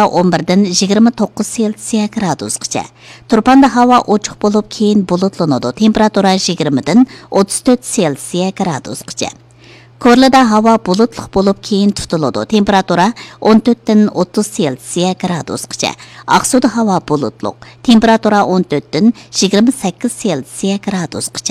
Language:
Uyghur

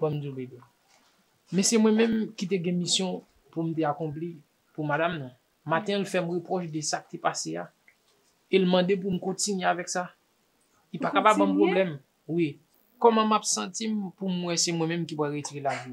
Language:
Haitian Creole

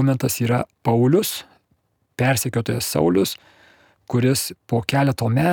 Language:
Lithuanian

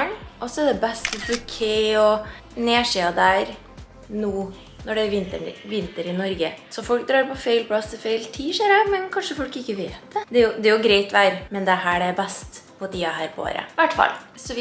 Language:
Norwegian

